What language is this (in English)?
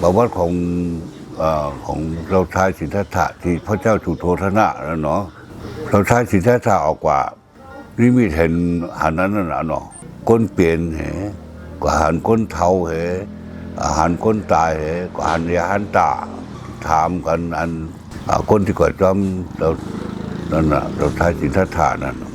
Shan